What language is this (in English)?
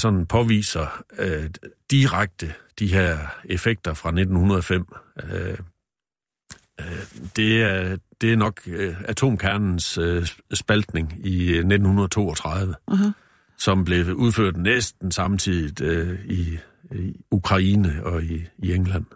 Danish